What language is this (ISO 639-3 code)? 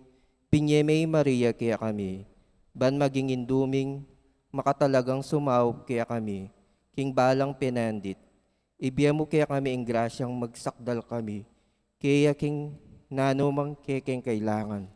pam